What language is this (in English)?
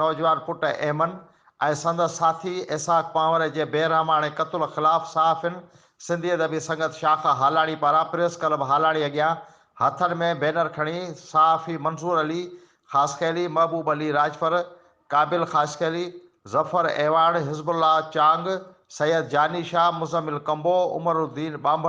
Sindhi